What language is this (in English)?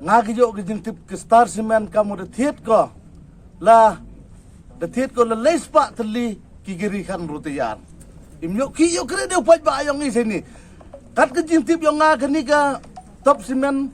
Pnar